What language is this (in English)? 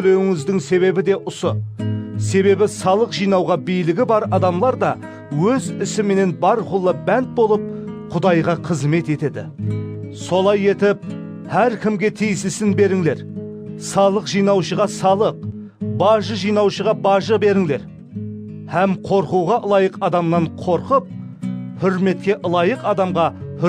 Kara-Kalpak